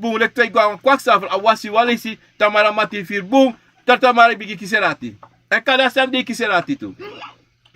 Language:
Sranan Tongo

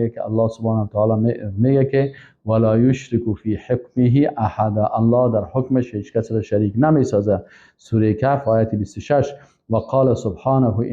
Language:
Persian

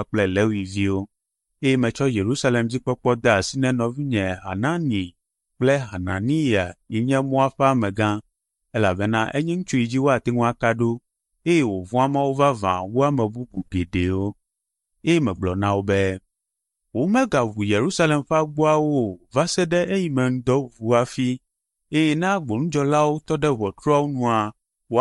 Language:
Ewe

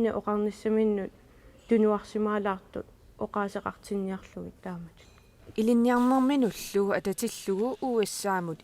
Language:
Kalaallisut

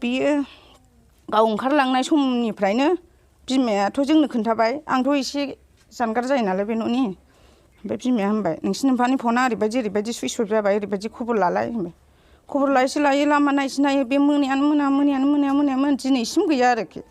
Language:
Bodo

